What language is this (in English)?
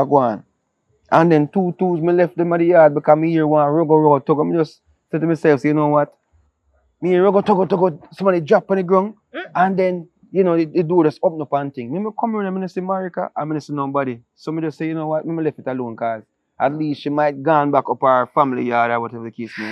Jamaican Creole English